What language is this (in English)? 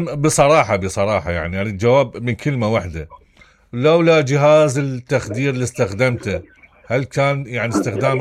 Mesopotamian Arabic